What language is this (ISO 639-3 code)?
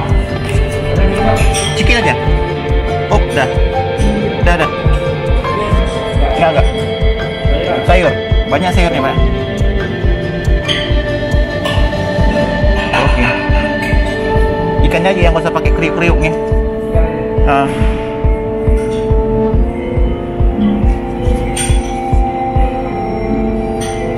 ind